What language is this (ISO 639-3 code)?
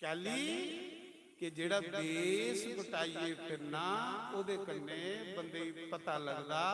doi